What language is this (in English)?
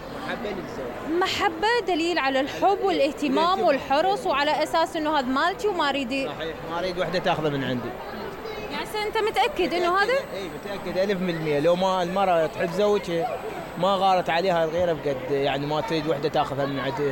Mesopotamian Arabic